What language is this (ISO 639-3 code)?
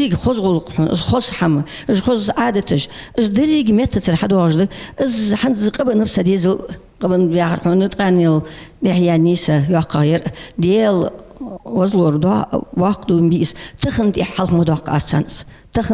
inh